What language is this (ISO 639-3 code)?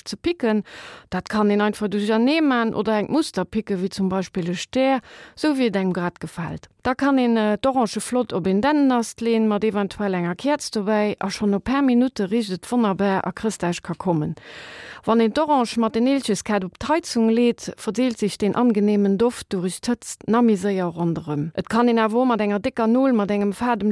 ltz